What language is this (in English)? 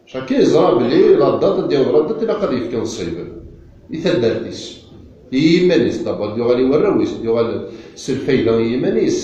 Kabyle